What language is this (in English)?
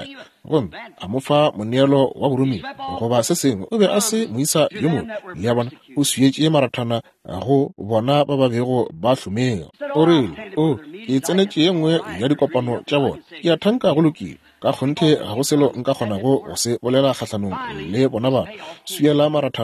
Northern Sotho